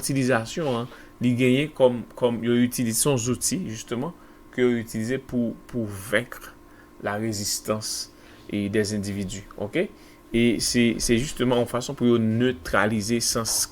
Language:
Haitian Creole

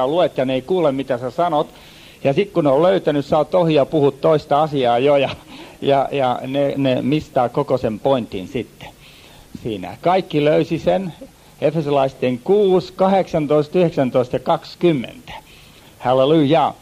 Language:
Finnish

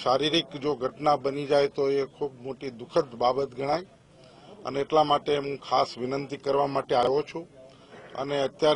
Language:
Gujarati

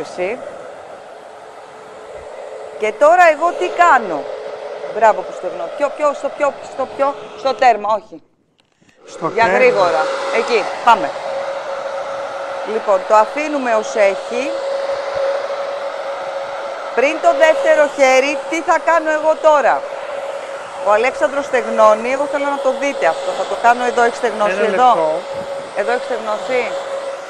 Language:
Greek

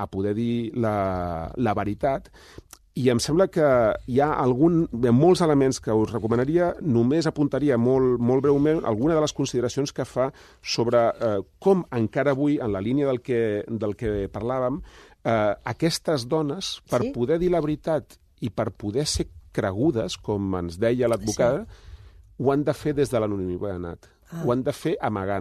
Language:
Catalan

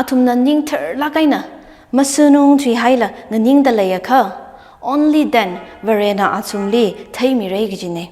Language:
Tangkhul Naga (India)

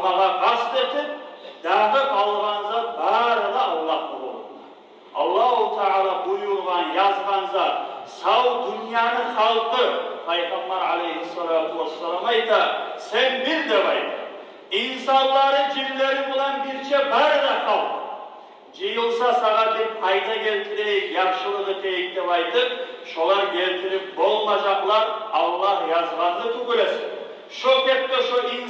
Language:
Kumyk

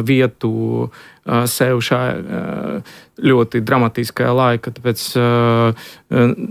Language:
Latvian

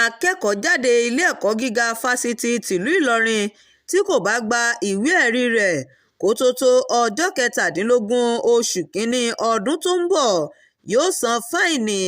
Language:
Yoruba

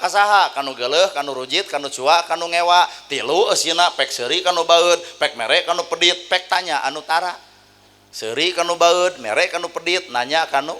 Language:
Sundanese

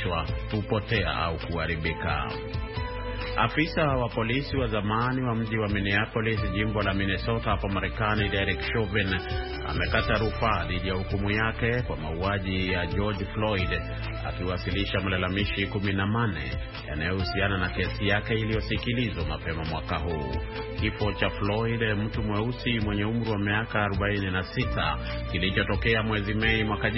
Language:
Swahili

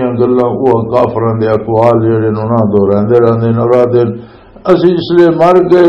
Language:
Western Panjabi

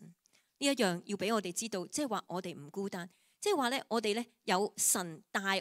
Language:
Cantonese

